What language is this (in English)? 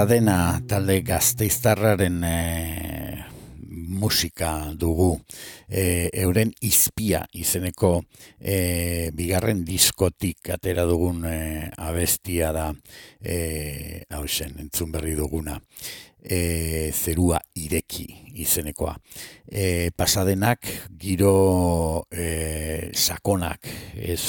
Basque